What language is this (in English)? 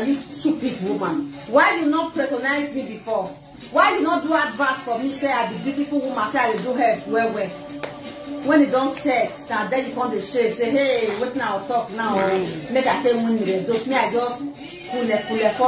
Nigerian Pidgin